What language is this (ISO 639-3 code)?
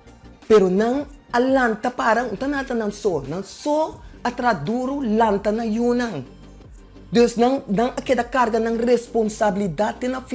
pap